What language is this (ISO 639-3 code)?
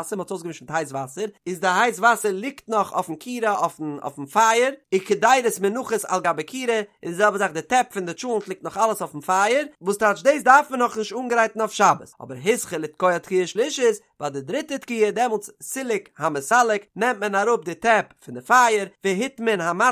yid